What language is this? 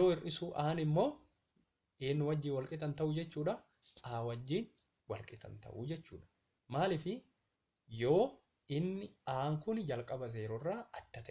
Oromo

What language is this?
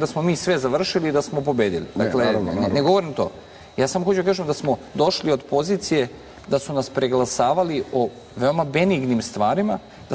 Serbian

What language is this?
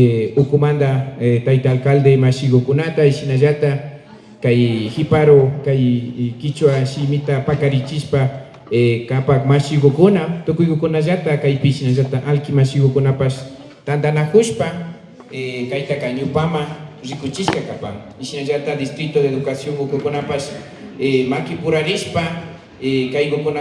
Imbabura Highland Quichua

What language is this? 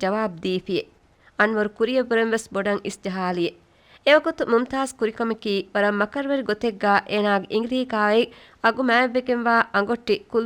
Divehi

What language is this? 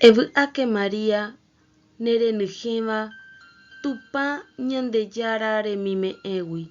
Guarani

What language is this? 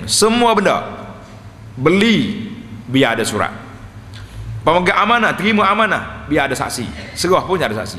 Malay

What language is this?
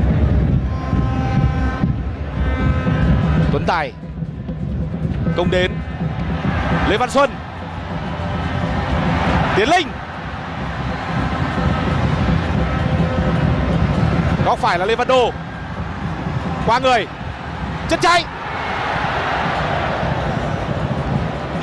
Vietnamese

